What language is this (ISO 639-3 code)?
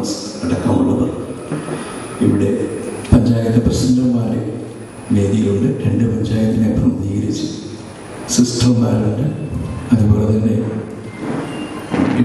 mal